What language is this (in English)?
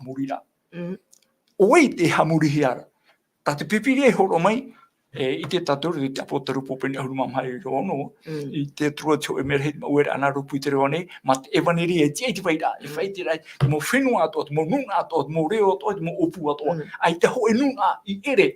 Tahitian